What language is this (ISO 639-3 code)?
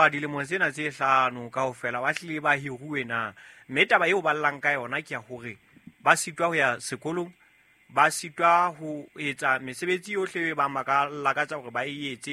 sot